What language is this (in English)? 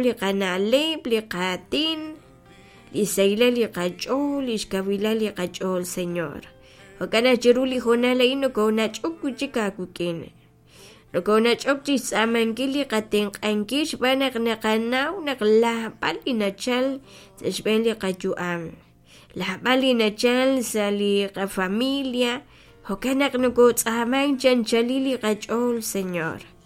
Kekchí